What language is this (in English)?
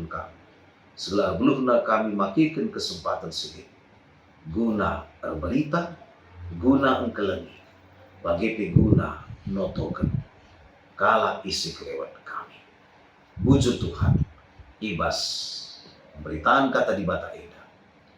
Batak Karo